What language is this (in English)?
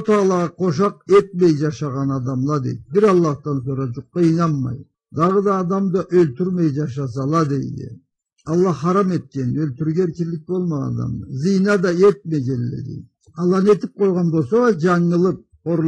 Karachay-Balkar